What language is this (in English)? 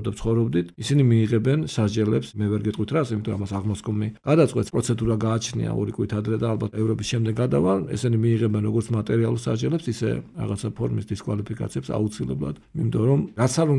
Georgian